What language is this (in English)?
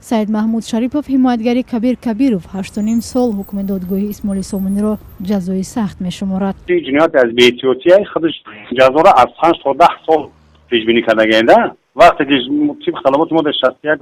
Tajik